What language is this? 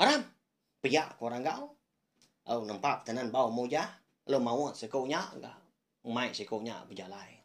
Iban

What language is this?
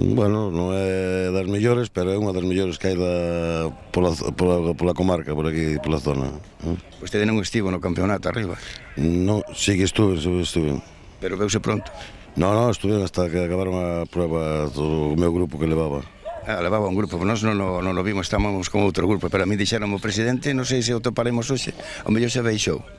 Galician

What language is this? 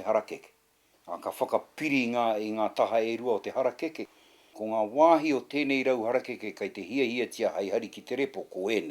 Māori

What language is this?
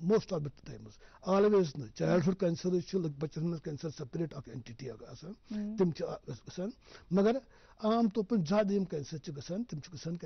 Kashmiri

